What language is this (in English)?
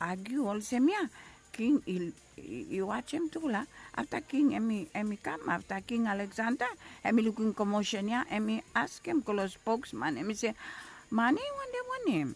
Bislama